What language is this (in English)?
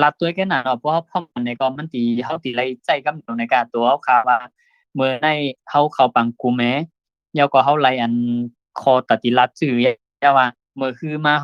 Shan